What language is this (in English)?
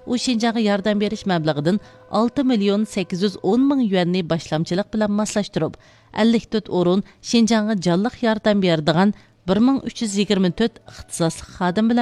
Uyghur